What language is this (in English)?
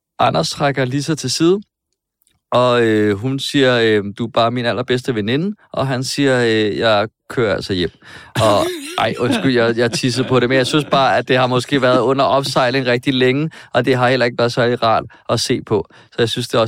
Danish